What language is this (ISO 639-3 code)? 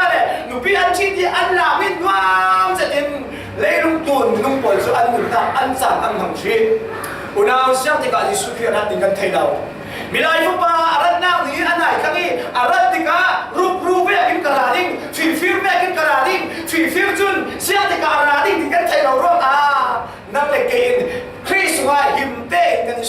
cfm